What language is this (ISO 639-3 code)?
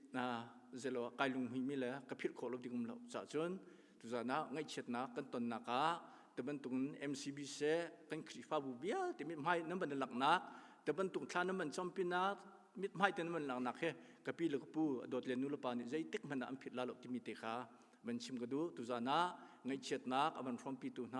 cnh